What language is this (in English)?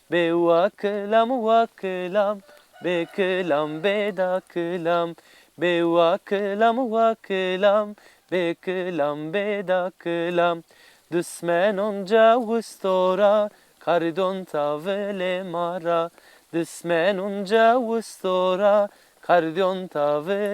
Zaza